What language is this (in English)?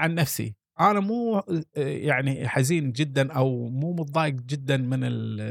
Gulf Arabic